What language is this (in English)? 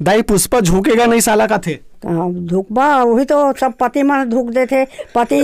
Chhattisgarhi